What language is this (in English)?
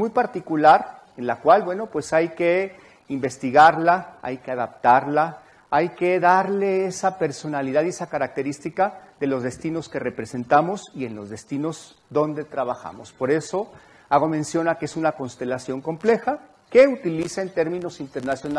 Spanish